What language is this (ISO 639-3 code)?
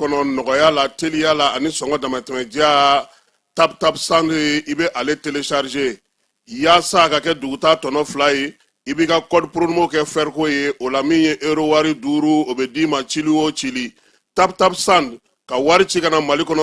bam